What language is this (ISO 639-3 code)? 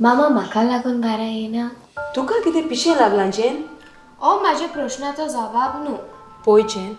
kok